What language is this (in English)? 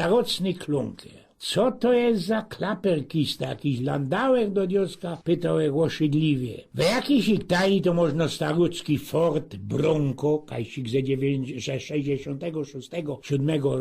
Silesian